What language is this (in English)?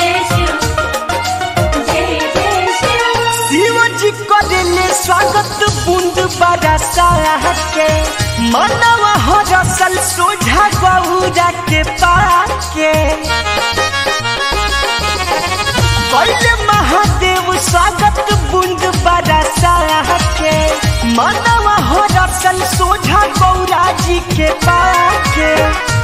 Bhojpuri